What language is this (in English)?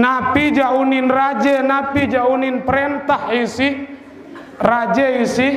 Sasak